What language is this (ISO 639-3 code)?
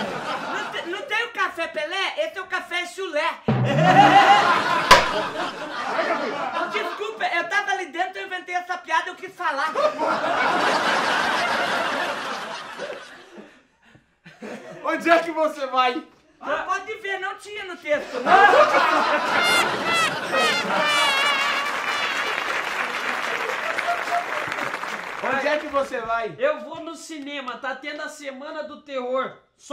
por